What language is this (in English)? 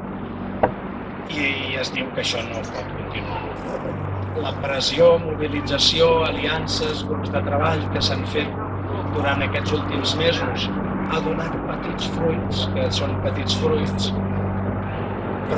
Catalan